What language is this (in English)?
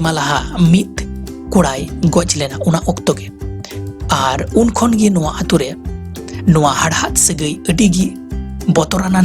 Santali